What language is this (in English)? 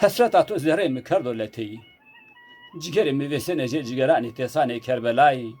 Zaza